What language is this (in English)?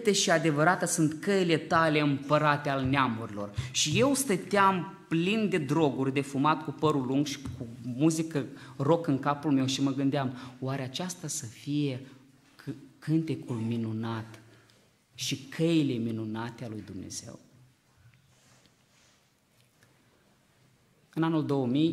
Romanian